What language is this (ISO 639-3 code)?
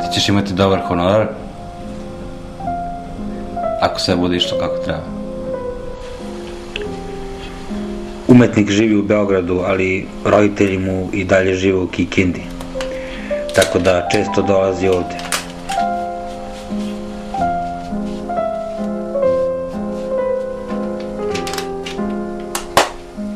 srp